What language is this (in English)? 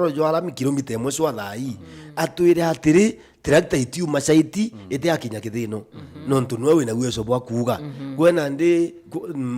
Meru